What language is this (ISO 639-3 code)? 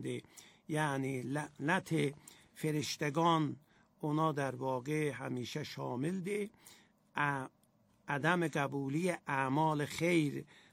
aze